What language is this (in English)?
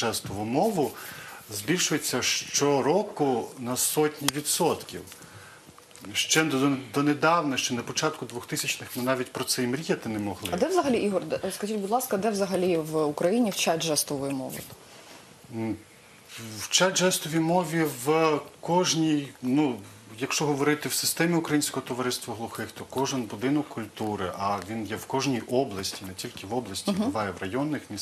Ukrainian